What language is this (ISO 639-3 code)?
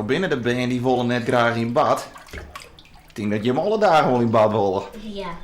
fry